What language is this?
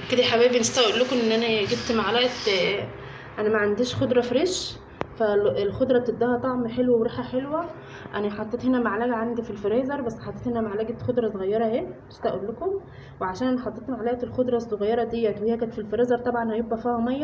Egyptian Arabic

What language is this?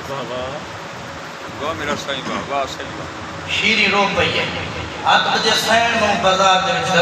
Saraiki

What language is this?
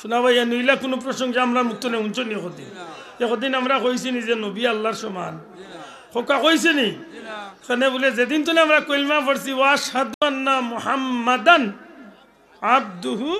Sylheti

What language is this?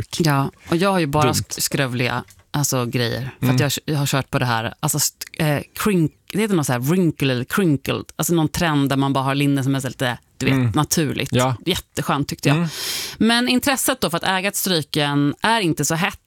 Swedish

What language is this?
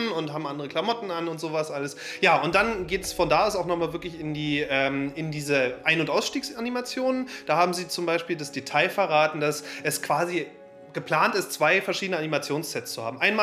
German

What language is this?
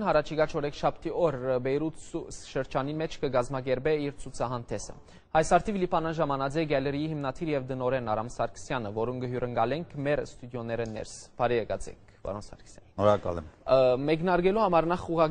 Western Armenian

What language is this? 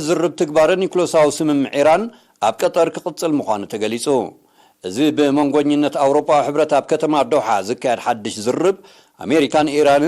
Tigrinya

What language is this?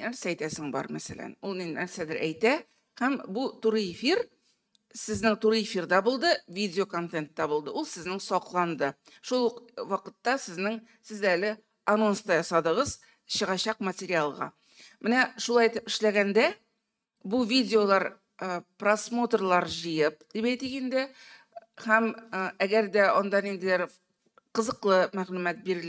Tatar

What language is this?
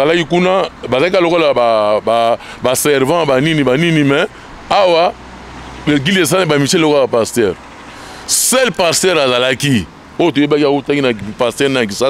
Lingala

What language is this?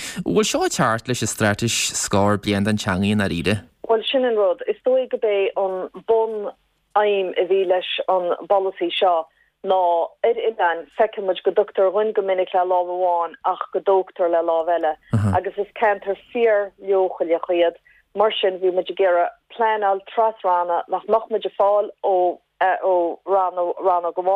Irish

